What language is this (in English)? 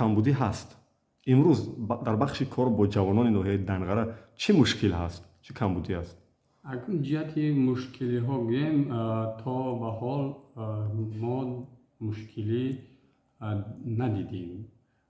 Tajik